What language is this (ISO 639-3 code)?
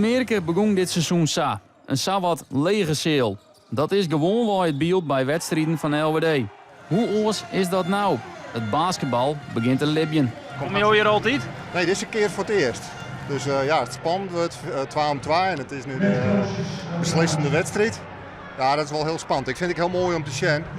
fry